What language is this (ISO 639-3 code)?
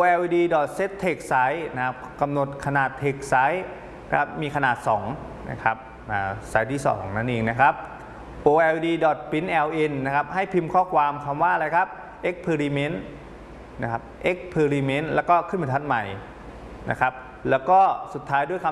tha